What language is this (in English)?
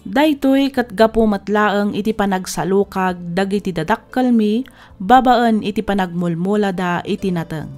Iloko